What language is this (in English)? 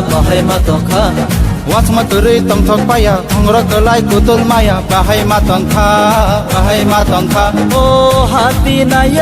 Kok Borok